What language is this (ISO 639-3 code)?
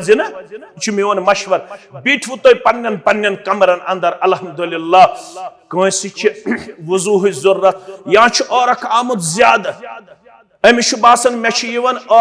kas